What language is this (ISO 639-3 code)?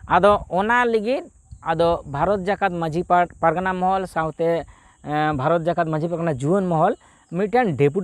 sat